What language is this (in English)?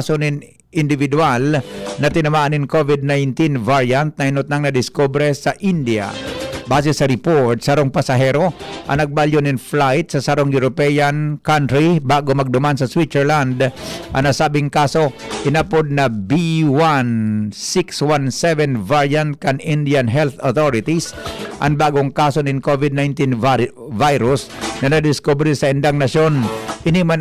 Bikol